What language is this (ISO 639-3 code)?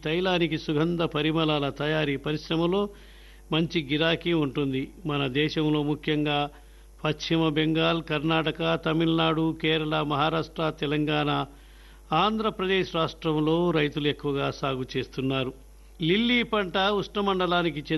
tel